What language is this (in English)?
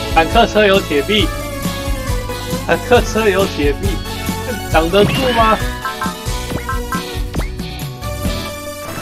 Chinese